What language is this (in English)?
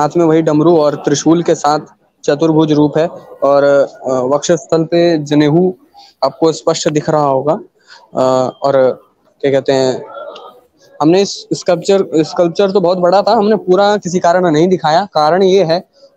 Hindi